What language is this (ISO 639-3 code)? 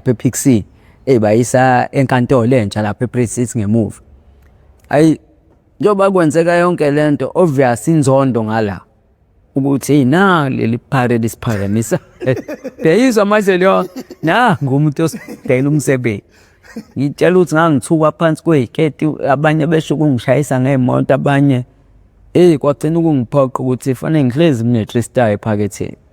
zul